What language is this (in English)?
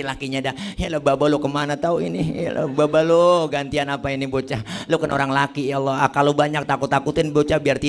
Betawi